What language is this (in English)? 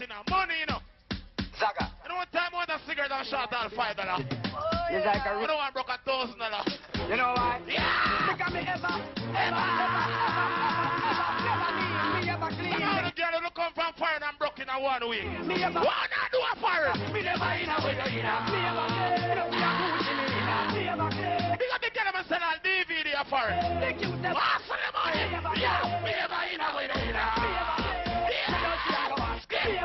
Jamaican Creole English